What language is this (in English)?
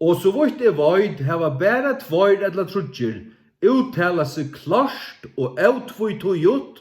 Faroese